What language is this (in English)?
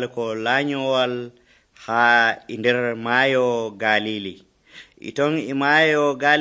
Nigerian Fulfulde